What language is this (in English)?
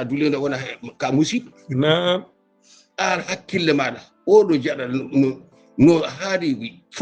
Fula